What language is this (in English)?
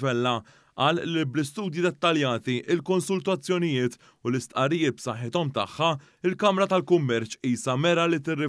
Maltese